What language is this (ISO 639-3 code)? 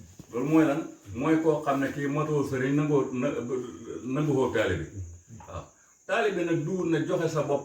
wol